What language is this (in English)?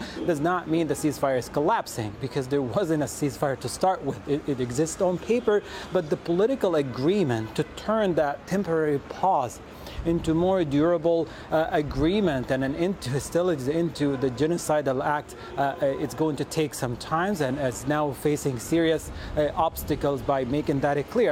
English